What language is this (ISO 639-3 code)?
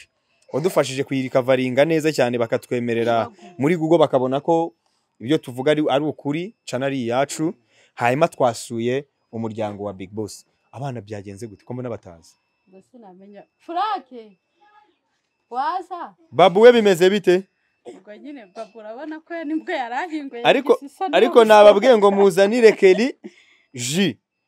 kin